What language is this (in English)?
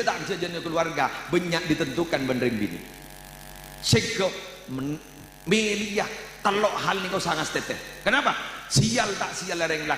Madurese